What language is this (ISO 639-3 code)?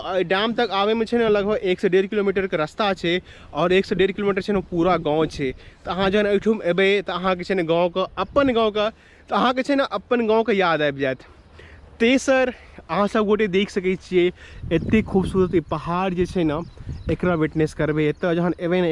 mai